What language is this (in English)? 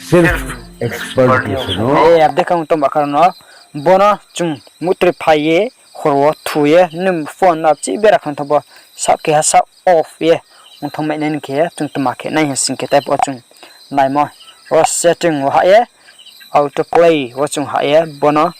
Riang (India)